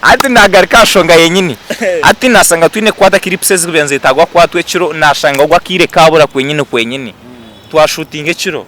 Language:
Nyankole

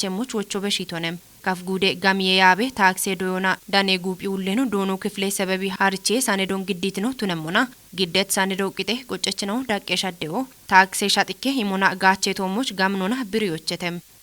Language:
Kafa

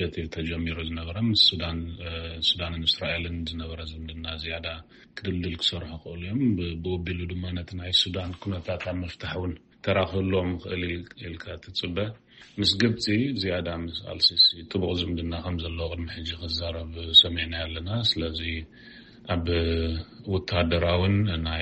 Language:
Tigrinya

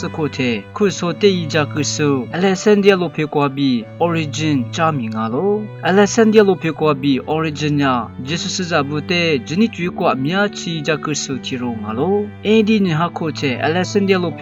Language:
Lisu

